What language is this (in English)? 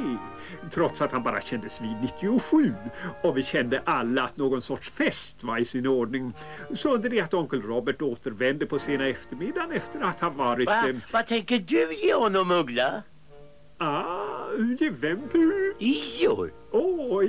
Swedish